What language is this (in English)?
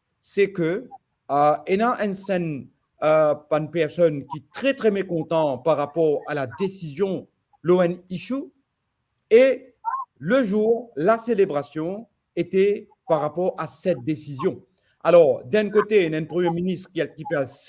Morisyen